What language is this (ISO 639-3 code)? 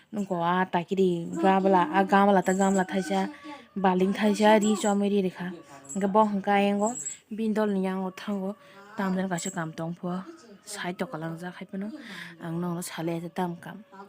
trp